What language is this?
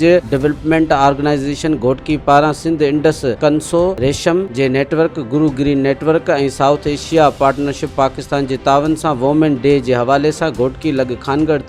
Sindhi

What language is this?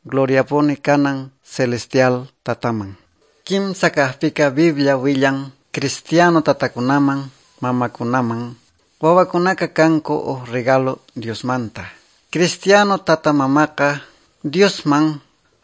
Quechua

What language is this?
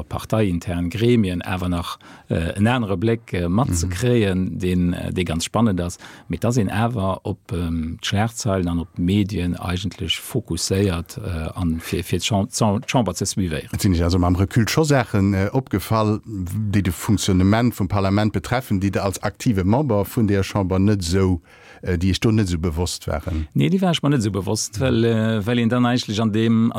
Luxembourgish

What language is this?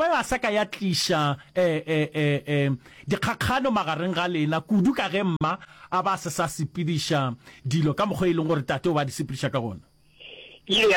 Northern Sotho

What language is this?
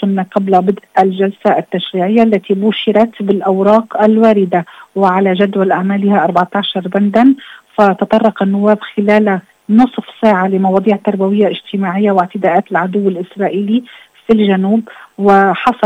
Arabic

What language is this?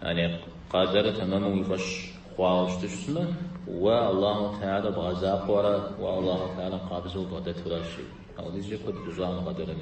Kabardian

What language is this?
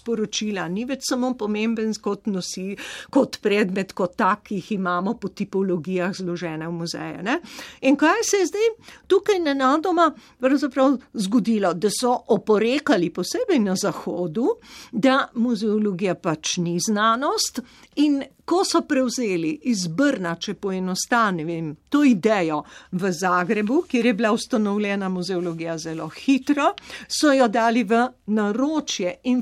Slovenian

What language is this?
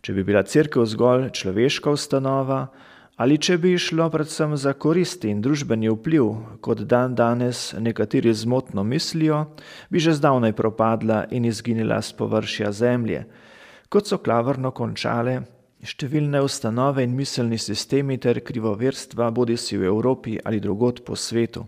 Slovenian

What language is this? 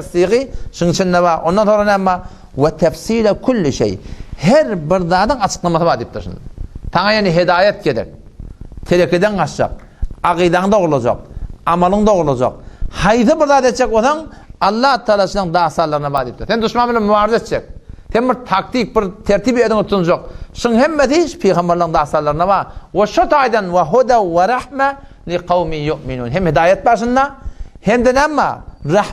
Turkmen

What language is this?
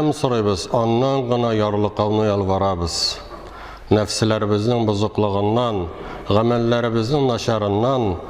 Tatar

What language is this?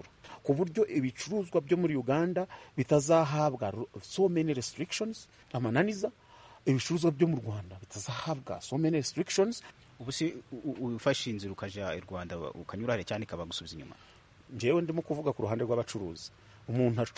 Kinyarwanda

